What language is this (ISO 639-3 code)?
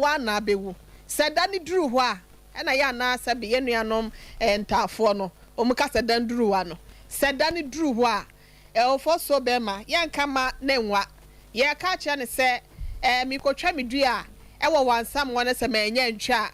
aka